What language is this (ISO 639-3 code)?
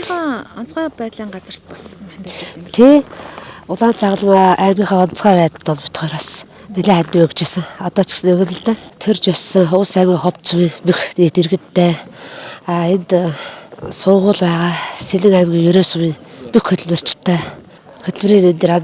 mon